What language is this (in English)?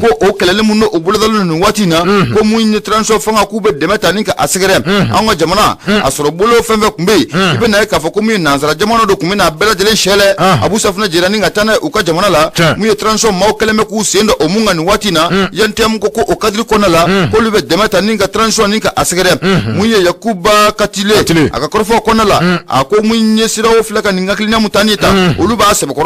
Bambara